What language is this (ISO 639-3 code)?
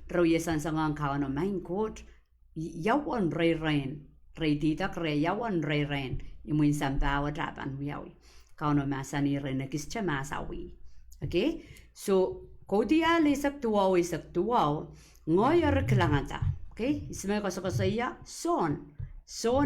pon